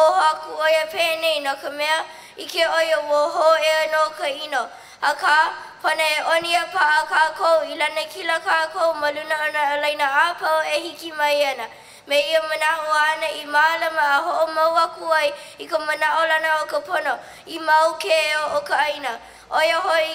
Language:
Hawaiian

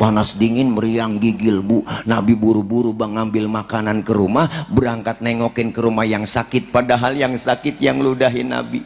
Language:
Betawi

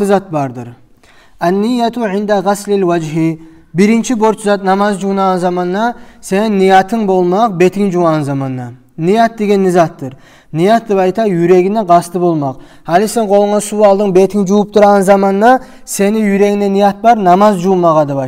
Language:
Kumyk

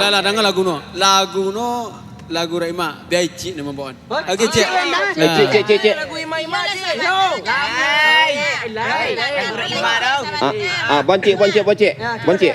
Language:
Minangkabau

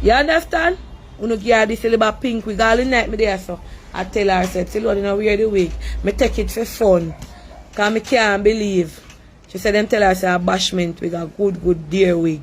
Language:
Jamaican Creole English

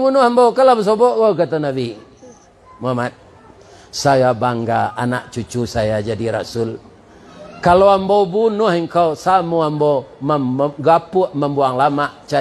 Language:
Minangkabau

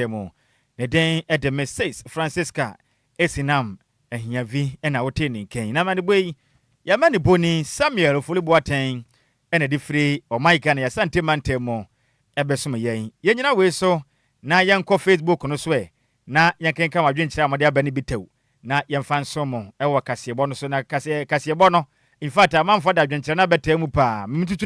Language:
Akan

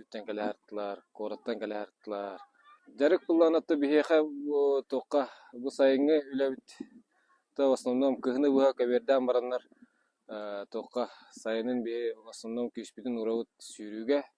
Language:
Yakut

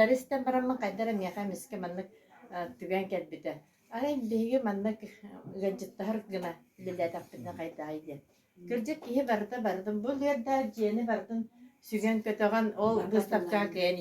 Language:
Yakut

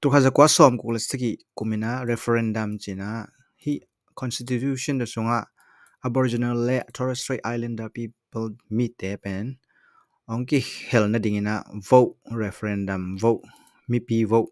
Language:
Tedim Chin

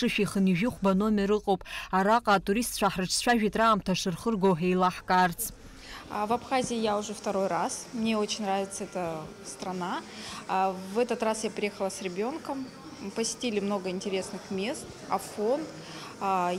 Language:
Abkhazian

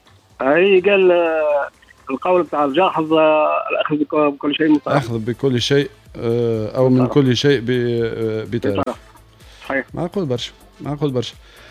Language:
Tunisian Arabic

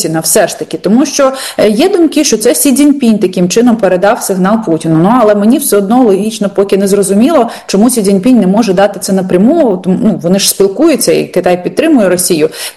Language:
Ukrainian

